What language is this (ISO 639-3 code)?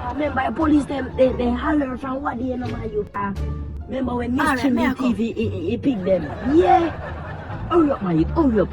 jam